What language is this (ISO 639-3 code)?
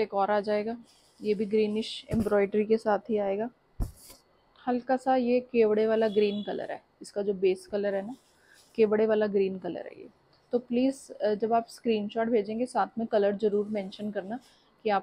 hin